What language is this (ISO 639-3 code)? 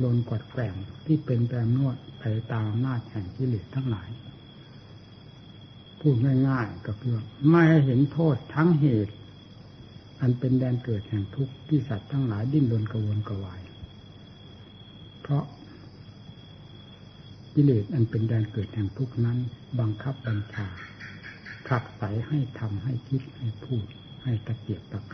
tha